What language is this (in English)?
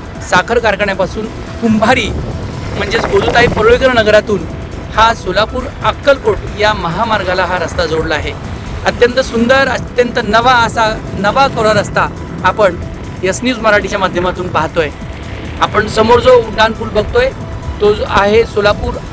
Marathi